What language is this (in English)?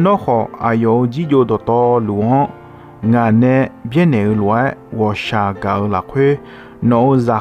Akha